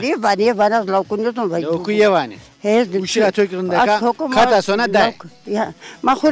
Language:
Zaza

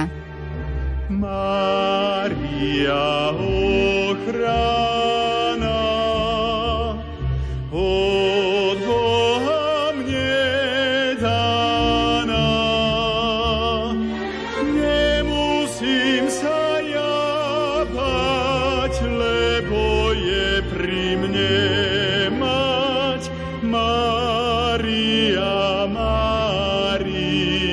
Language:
Slovak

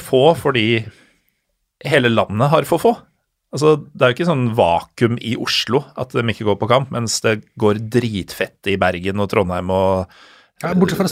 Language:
Norwegian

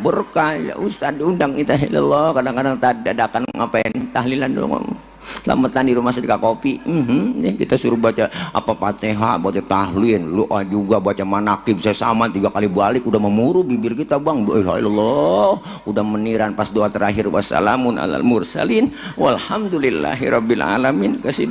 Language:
Betawi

